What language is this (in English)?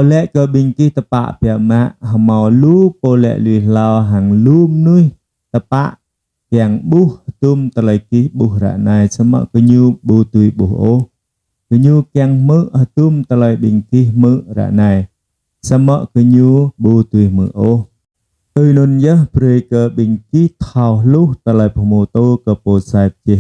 Jarai